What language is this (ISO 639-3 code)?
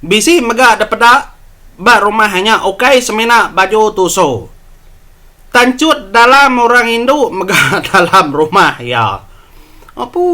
iba